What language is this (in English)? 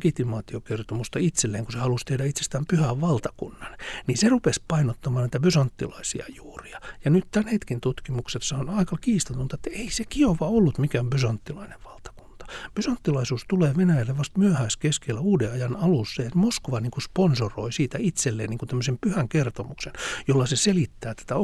Finnish